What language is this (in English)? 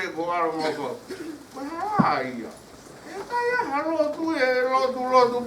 Tongan